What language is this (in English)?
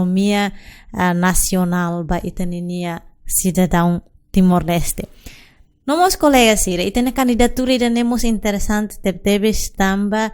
Tetum